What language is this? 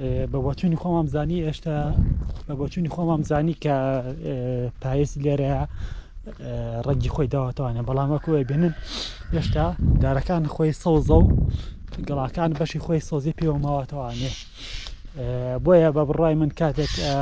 Central Kurdish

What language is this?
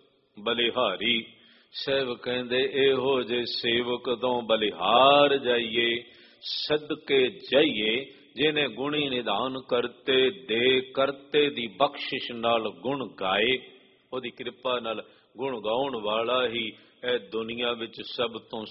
Punjabi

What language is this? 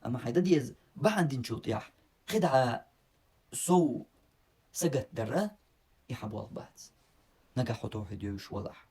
Chechen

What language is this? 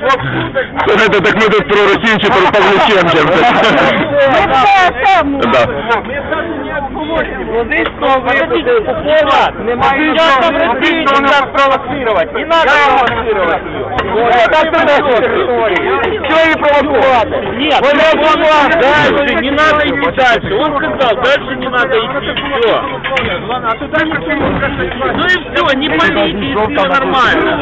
Ukrainian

